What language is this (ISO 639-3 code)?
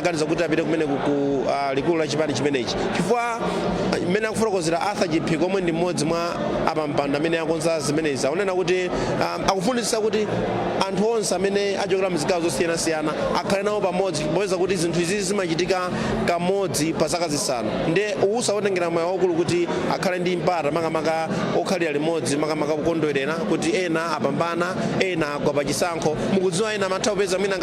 nya